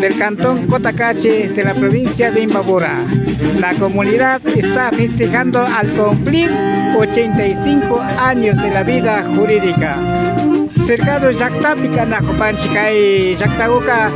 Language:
Imbabura Highland Quichua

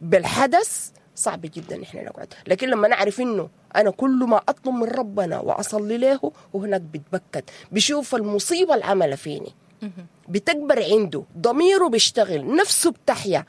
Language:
Sudanese Arabic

